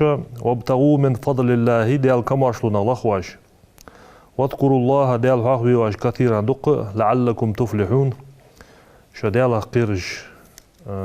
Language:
Ingush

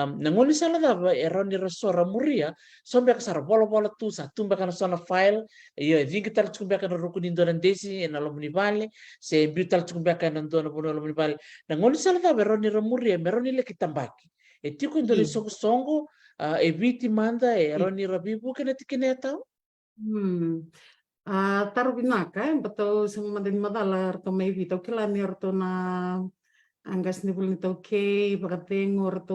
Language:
Fijian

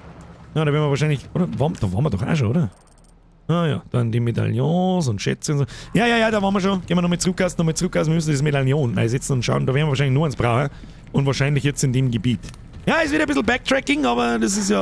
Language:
Bavarian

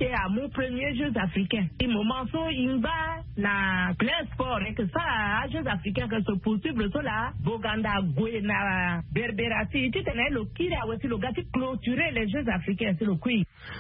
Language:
Sango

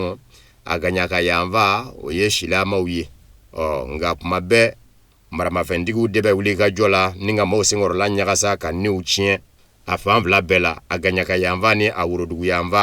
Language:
Bambara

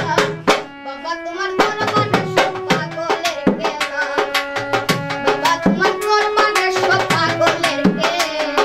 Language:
Bangla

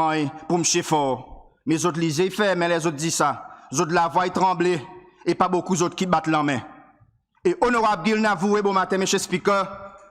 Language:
Seselwa Creole French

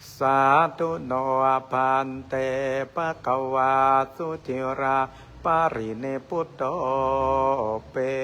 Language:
Pali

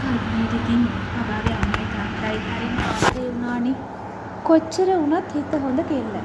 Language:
Sinhala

